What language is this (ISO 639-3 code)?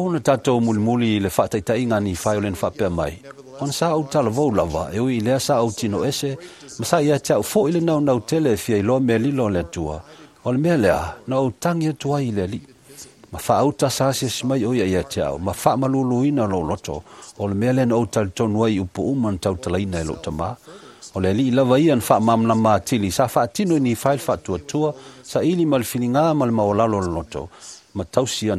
smo